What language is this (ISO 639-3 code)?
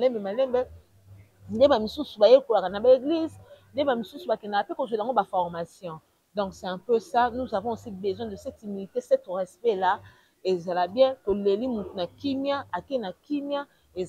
lin